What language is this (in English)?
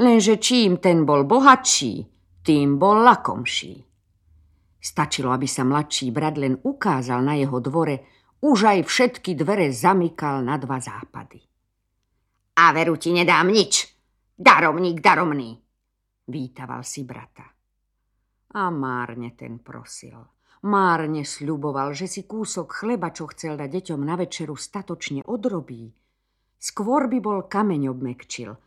Slovak